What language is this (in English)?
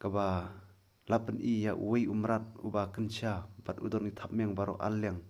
Khasi